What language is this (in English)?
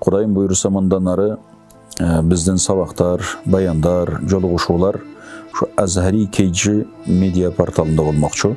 Kyrgyz